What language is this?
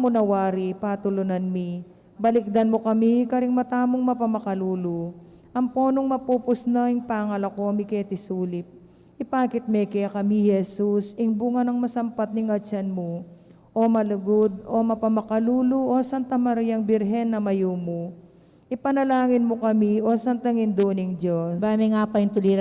Pampanga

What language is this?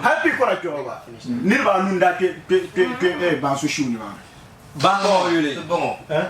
Dagbani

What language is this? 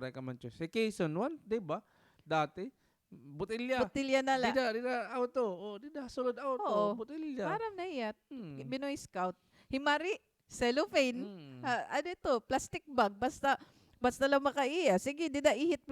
Waray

